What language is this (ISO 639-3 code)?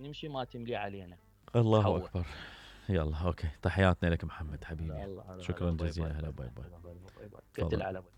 acm